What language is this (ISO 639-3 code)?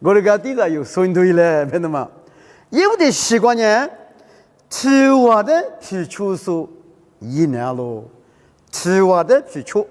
lis